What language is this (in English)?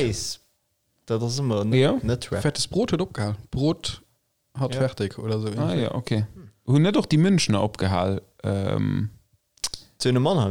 Luxembourgish